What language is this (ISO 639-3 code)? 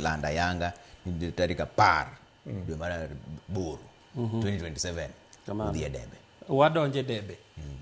luo